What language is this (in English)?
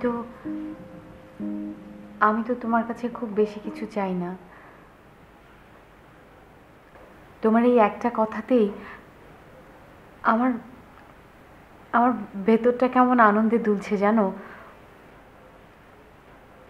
Bangla